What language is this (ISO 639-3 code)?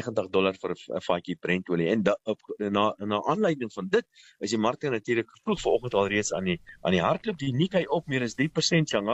afr